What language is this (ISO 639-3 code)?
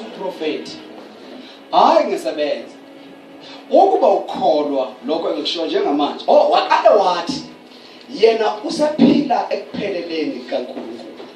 zul